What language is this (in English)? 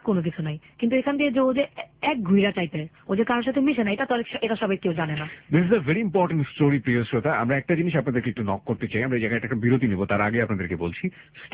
Bangla